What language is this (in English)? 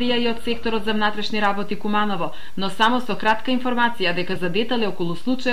Macedonian